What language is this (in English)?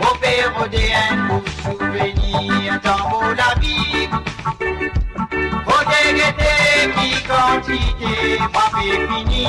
Morisyen